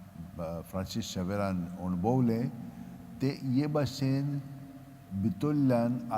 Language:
Konkani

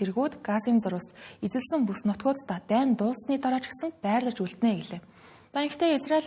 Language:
Mongolian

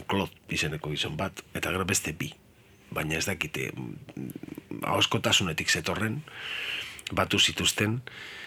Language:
Basque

